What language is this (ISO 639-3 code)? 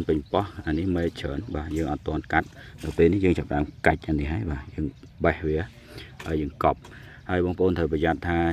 khm